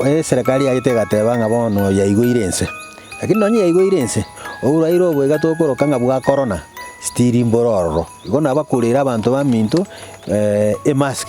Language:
Gusii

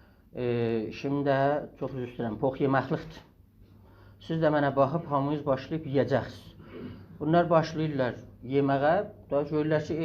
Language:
South Azerbaijani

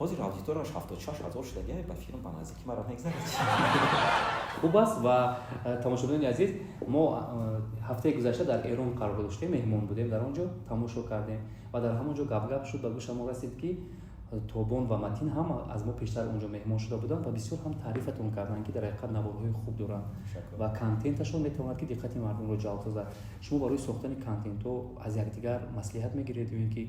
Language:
Tajik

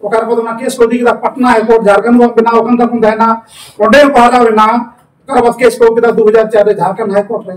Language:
Santali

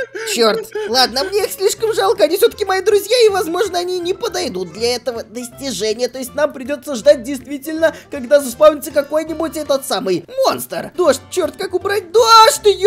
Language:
Russian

